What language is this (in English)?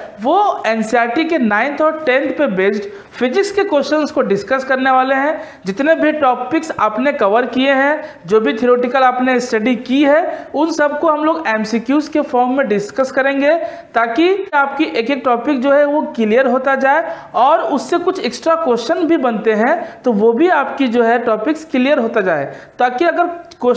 Hindi